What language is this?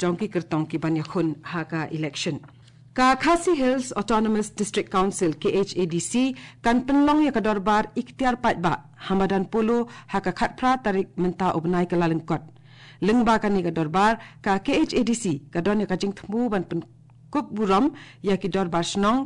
Khasi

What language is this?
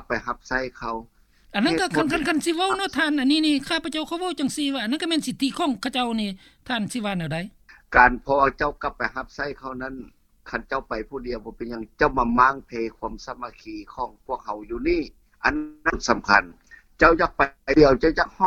Lao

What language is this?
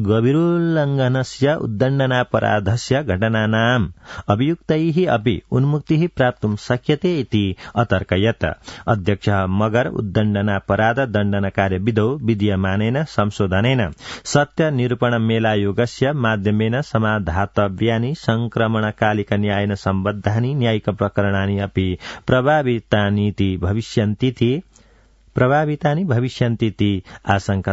Sanskrit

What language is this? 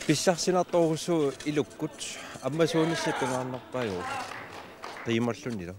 Kalaallisut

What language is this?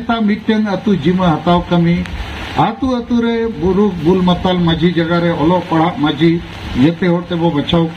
Santali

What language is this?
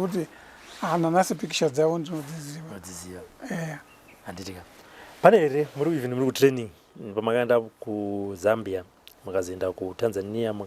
Shona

